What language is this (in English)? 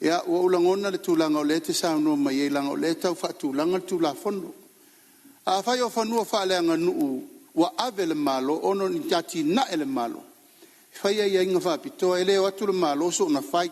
Samoan